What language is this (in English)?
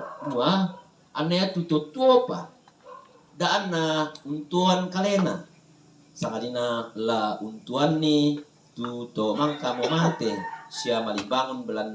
Toraja-Sa'dan